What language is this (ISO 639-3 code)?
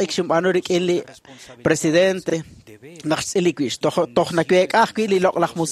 kek